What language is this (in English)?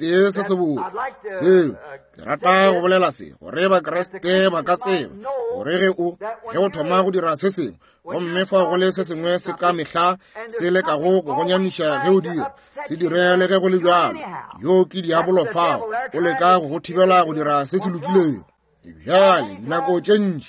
Northern Sotho